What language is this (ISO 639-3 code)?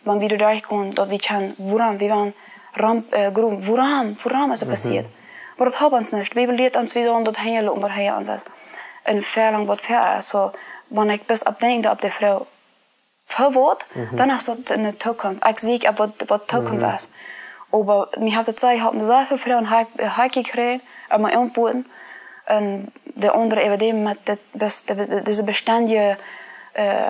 pdt